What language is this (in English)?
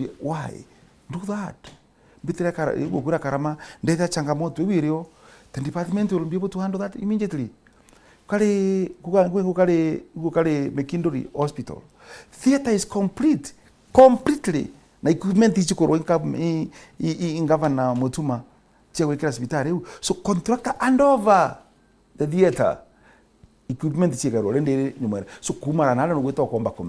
Meru